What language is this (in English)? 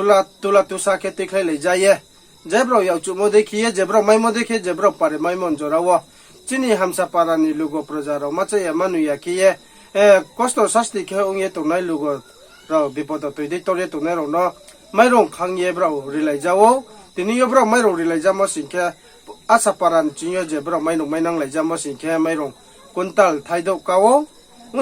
Riang (India)